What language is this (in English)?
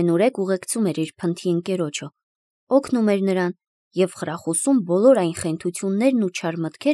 Armenian